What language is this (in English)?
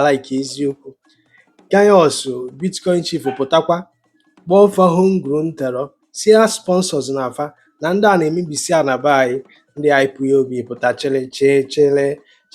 Igbo